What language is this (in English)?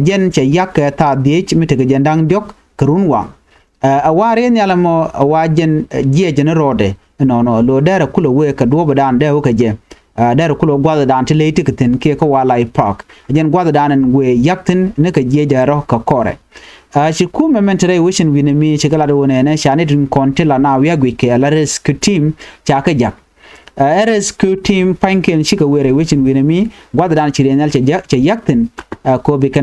Nuer